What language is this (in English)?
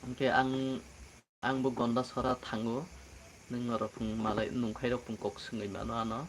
Kok Borok